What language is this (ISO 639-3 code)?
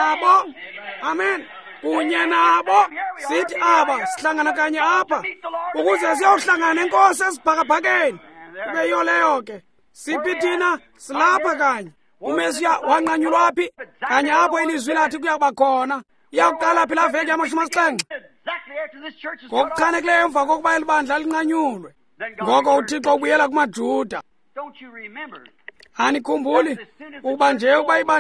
xho